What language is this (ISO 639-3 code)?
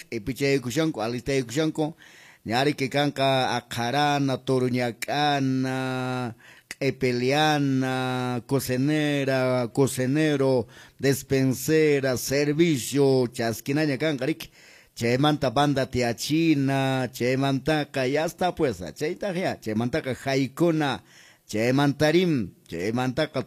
que